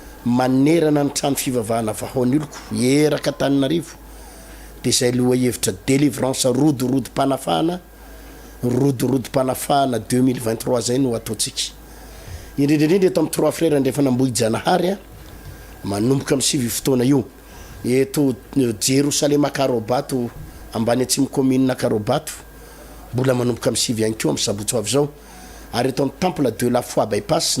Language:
Malagasy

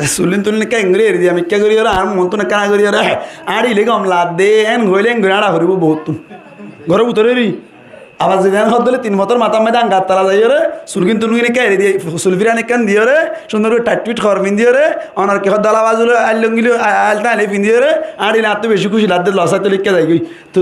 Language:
Rohingya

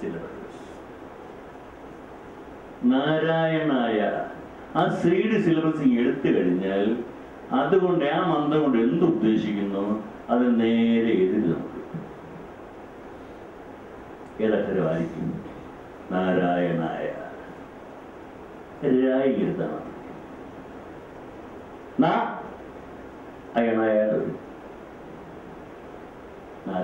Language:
Malayalam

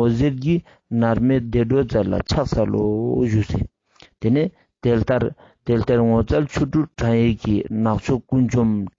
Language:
Ladakhi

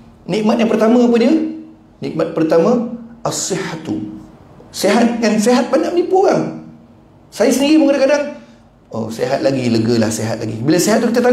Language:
Malay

